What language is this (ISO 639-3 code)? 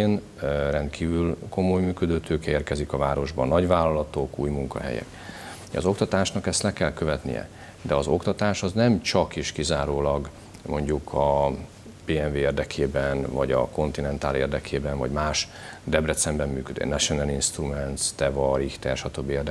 hun